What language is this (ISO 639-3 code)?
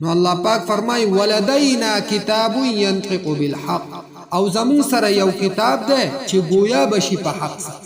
pus